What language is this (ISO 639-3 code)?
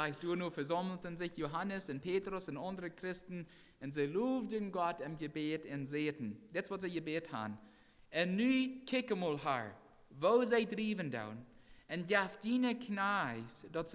pdt